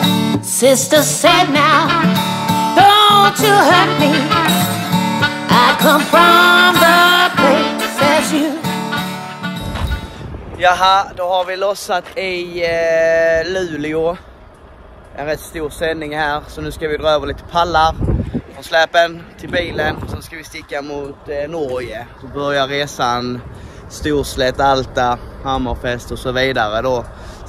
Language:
Swedish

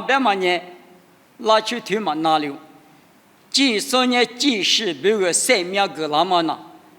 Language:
Lisu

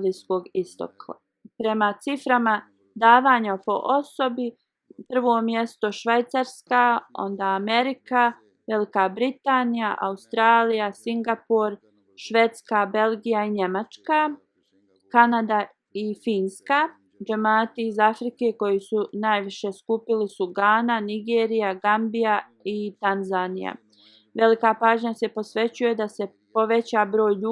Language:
Bosnian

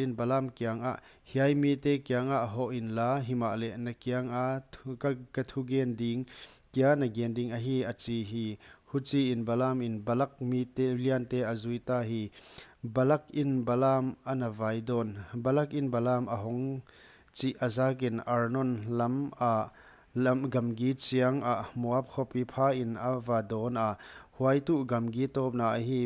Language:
Paite Chin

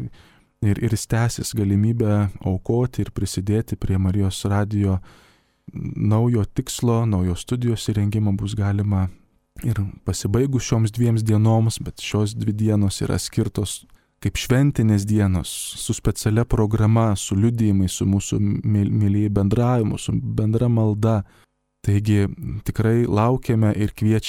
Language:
Lithuanian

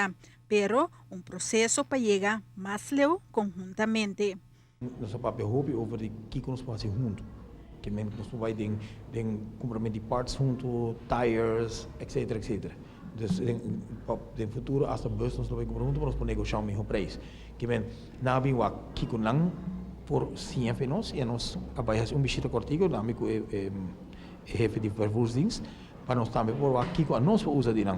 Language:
Papiamento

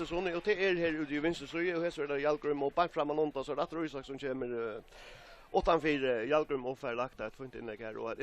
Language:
Faroese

